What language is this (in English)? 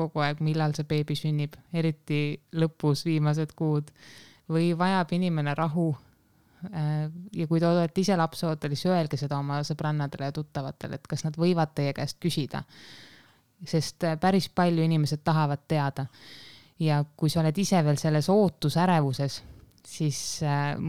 Estonian